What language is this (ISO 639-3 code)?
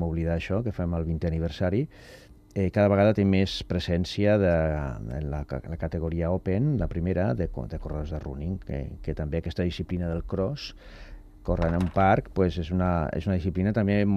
cat